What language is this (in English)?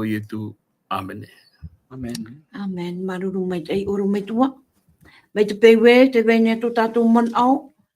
Tahitian